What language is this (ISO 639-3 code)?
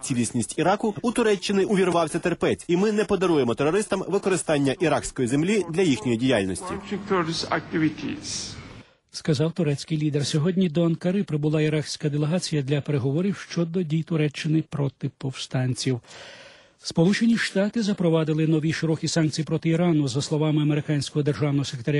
ukr